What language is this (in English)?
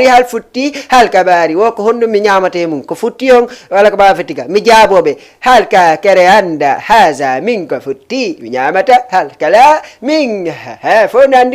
Fula